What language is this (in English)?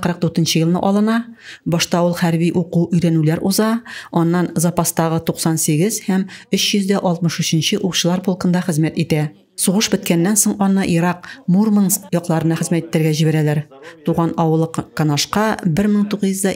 Tatar